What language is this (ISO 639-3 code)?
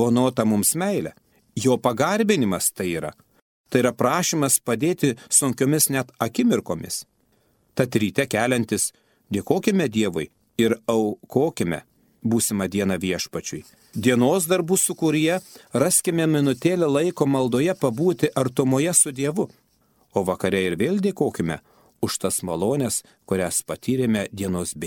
lit